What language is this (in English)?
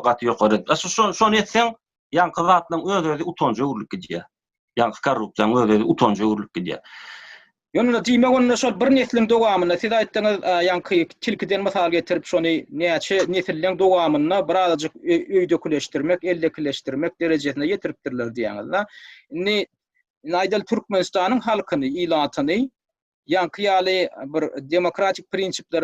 Turkmen